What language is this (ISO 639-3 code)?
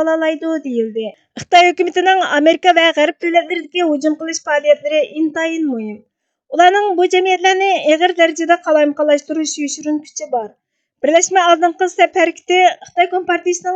uig